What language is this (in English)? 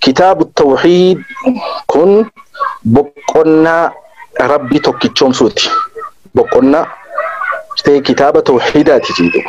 Oromo